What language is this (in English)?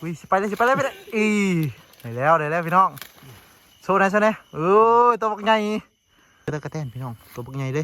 Lao